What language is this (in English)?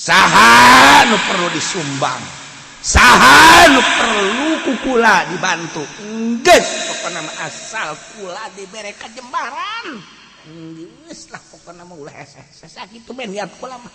Sundanese